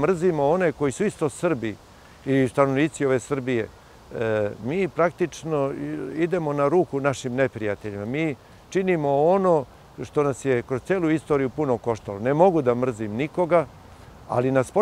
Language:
Serbian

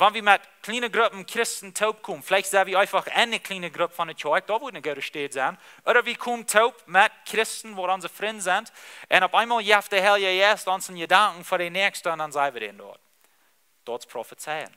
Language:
Plautdietsch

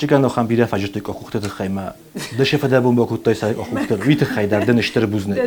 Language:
Ossetic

